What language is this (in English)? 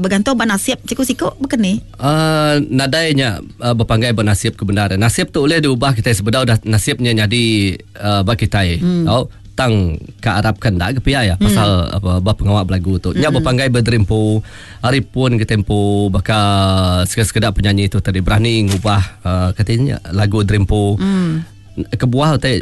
Iban